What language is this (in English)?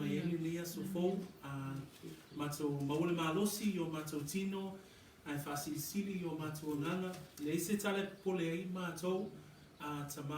Samoan